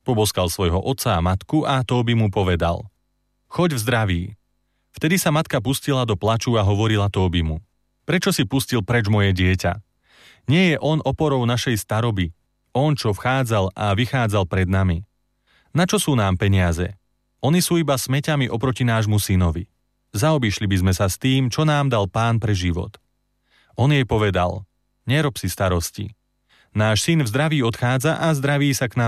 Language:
Slovak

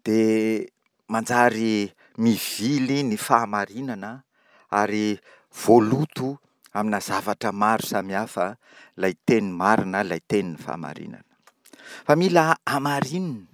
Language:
Malagasy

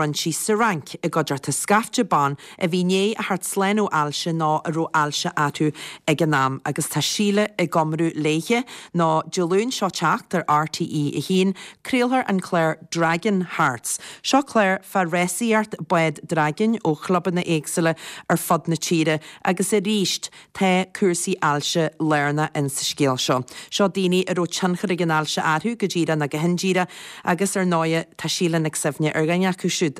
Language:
Irish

